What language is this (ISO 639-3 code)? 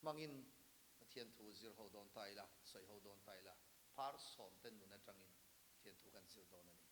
lus